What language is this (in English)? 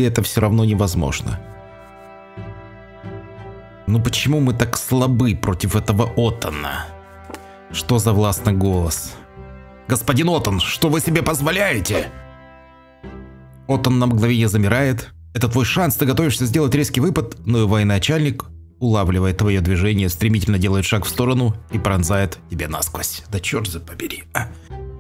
Russian